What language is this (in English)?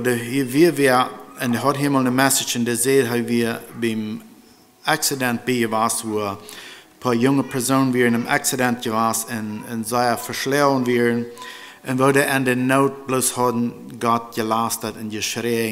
Plautdietsch